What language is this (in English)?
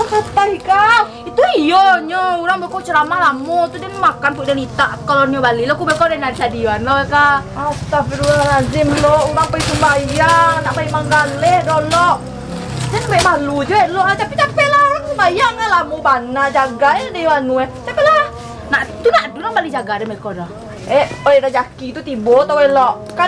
Minangkabau